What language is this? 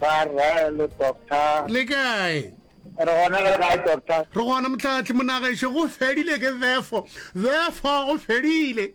Northern Sotho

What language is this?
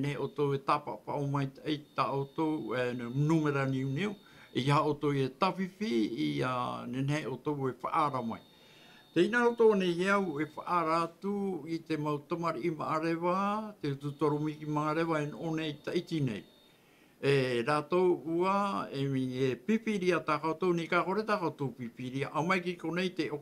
Tahitian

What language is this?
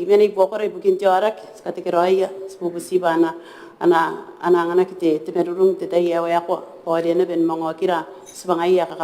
Gilbertese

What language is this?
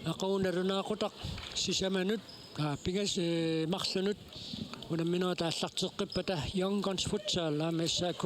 Kalaallisut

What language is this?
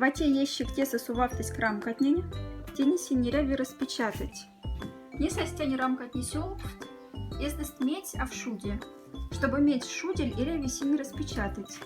Moksha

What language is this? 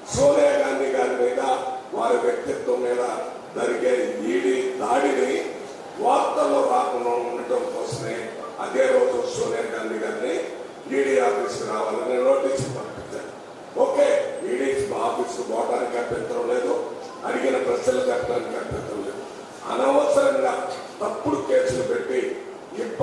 Telugu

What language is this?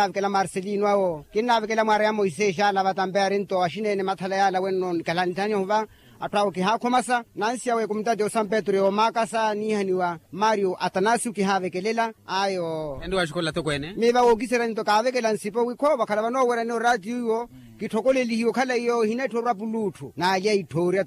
Makhuwa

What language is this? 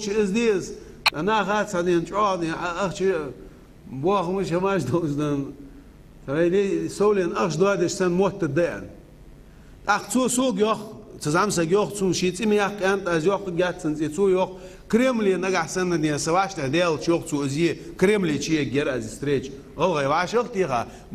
Ingush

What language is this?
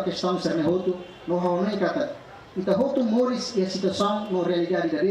Tetum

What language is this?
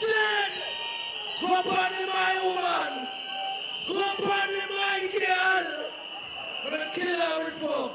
Jamaican Creole English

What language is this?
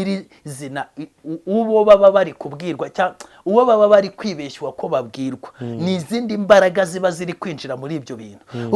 Kinyarwanda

